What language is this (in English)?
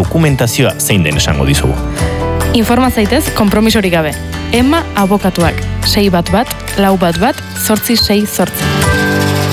Basque